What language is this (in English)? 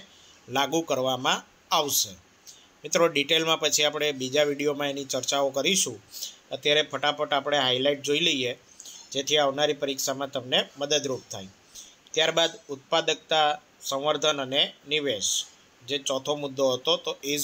Gujarati